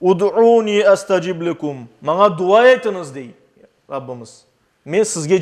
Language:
Crimean Tatar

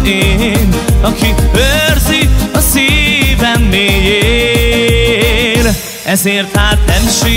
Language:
Hungarian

